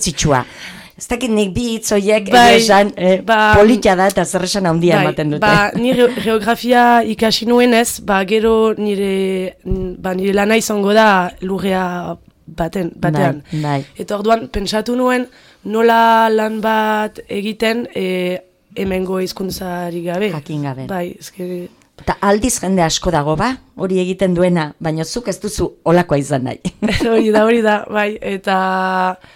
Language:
Basque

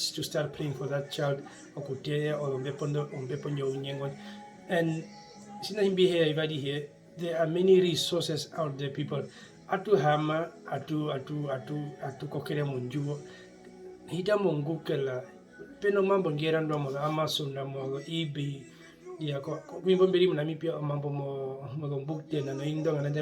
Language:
Herero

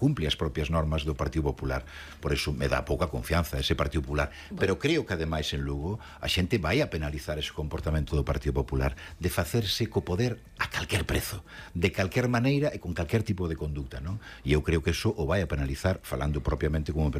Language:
Galician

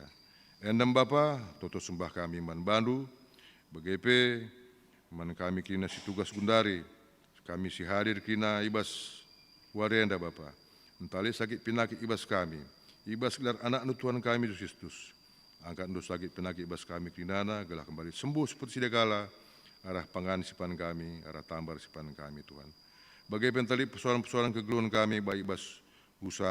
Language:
Batak Karo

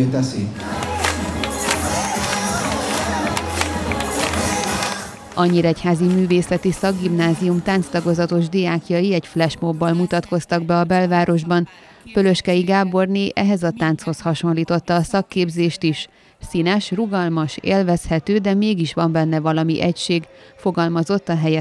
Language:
Hungarian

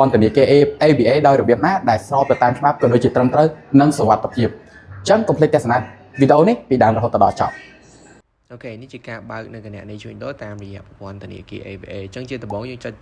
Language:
Khmer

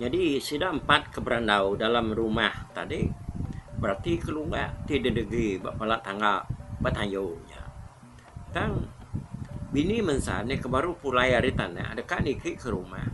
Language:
Iban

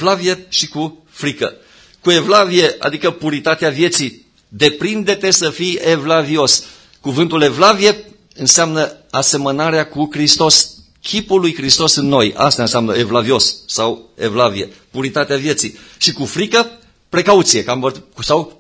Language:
Romanian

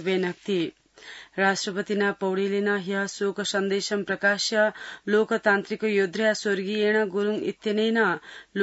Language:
Sanskrit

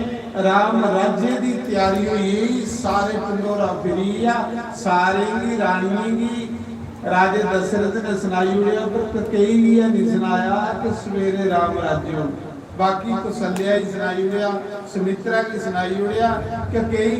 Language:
Dogri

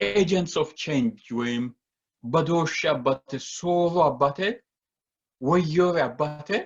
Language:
Sidamo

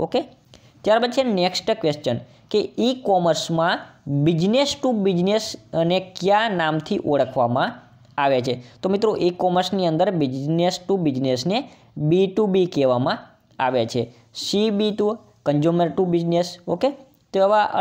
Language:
Gujarati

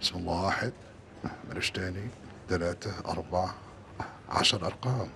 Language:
Egyptian Arabic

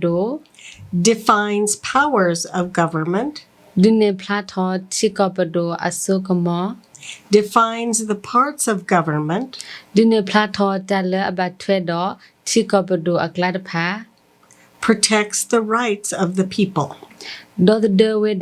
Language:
S'gaw Karen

